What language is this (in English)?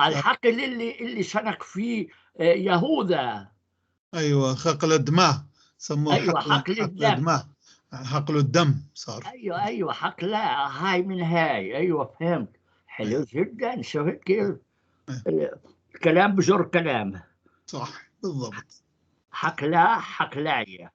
North Levantine Arabic